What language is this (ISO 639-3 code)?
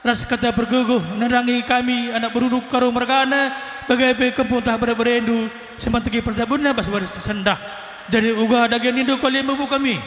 btx